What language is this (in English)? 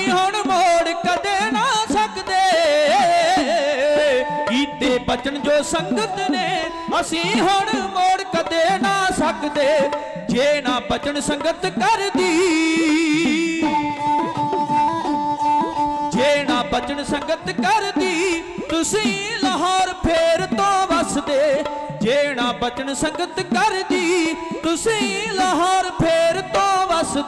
Punjabi